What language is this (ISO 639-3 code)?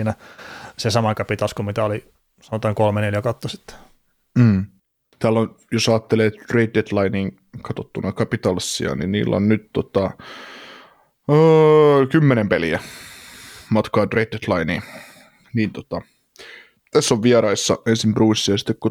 fin